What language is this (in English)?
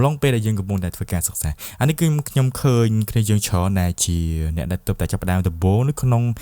Khmer